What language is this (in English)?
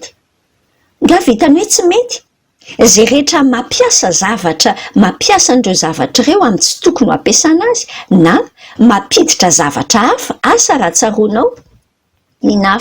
Malagasy